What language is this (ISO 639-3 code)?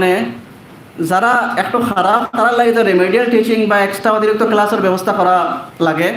syl